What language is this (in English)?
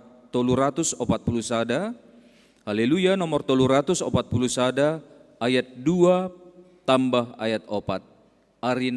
Batak Simalungun